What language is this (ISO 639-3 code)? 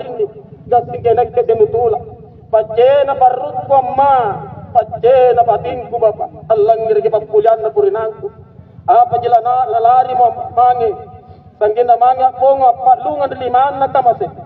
mak